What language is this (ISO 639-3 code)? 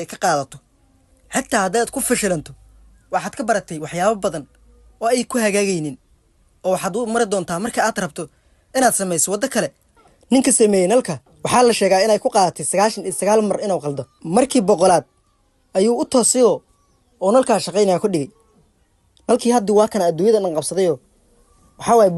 som